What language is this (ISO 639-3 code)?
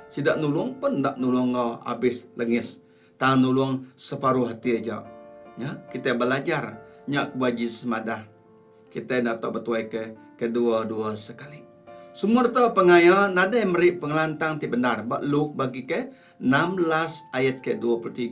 iba